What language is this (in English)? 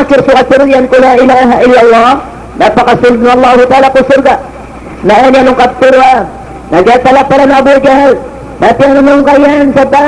Maranao